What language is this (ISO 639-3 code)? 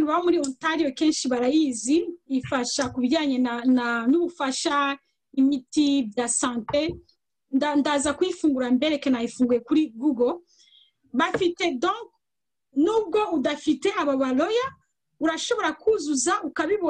kin